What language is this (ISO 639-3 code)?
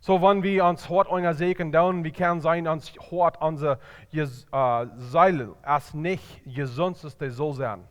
pdt